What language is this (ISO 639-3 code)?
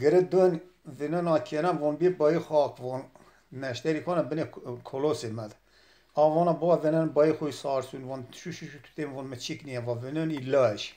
zza